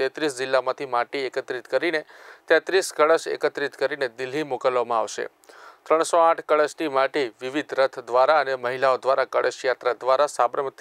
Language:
Gujarati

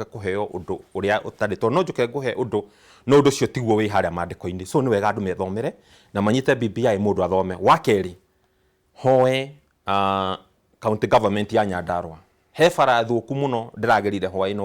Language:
Kikuyu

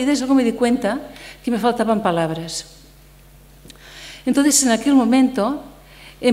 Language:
Spanish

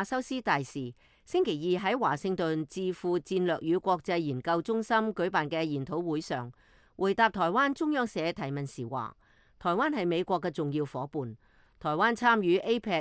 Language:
Cantonese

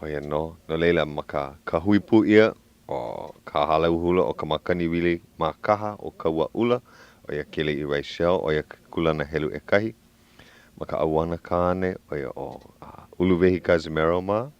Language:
Hawaiian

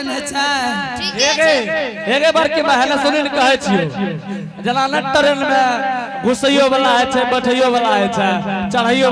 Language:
Angika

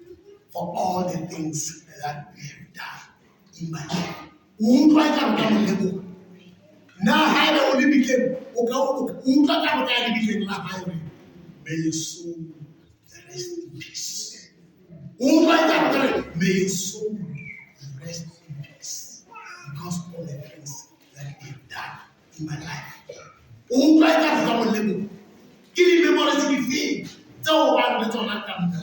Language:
Southern Sotho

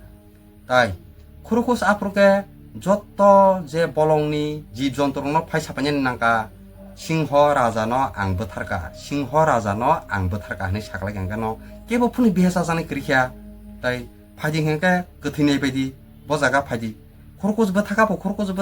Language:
Kok Borok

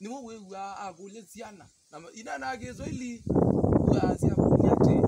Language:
Kamba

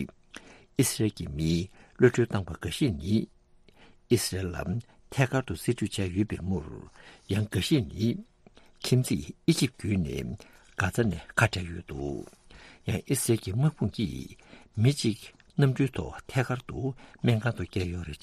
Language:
Tibetan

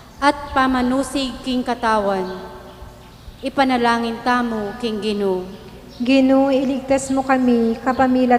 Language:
Pampanga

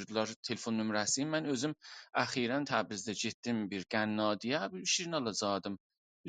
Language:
South Azerbaijani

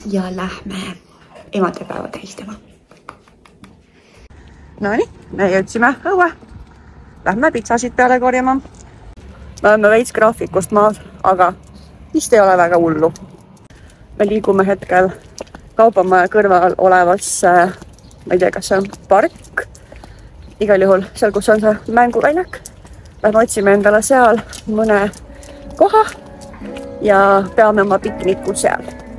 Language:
Estonian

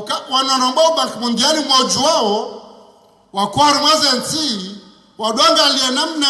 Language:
Ngazidja Comorian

